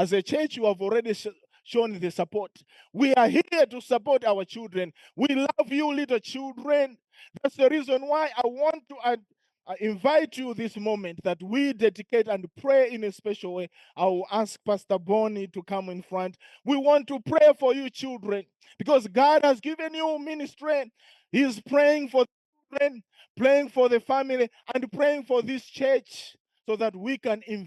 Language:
English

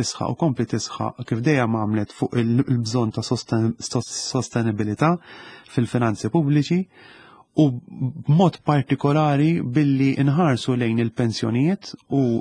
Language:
Maltese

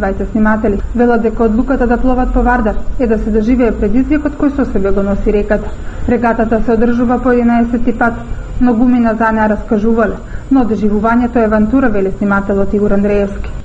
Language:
Macedonian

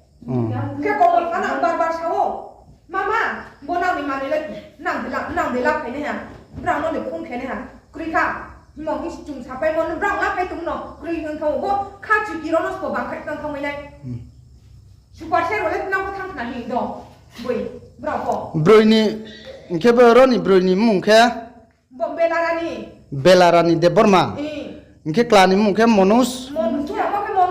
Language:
Riang (India)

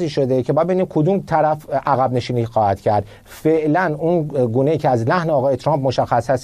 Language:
Persian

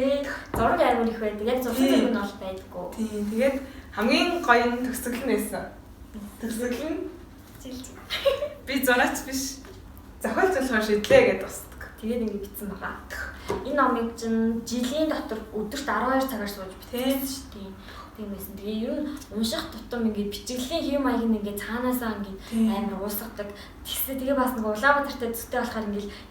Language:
Mongolian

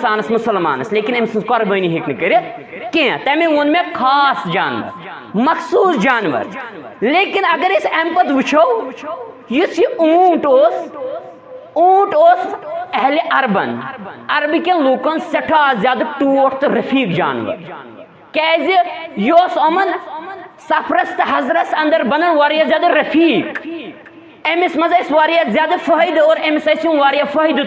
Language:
Kashmiri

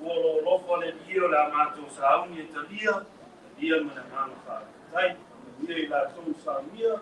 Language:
Samoan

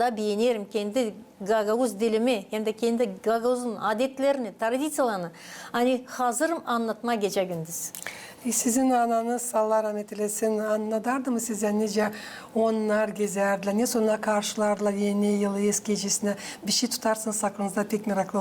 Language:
Gagauz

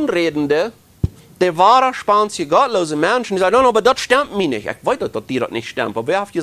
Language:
Plautdietsch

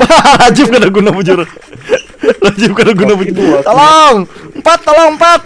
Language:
Banjar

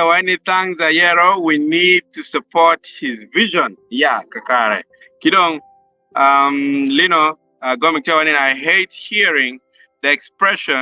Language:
Acoli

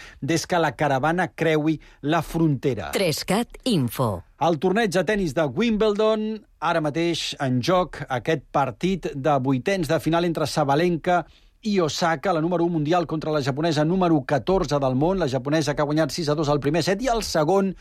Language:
Catalan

